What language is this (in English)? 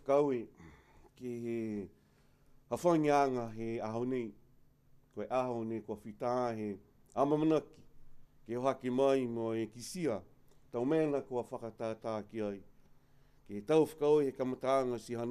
Niuean